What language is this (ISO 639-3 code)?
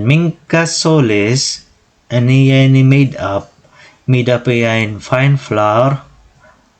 war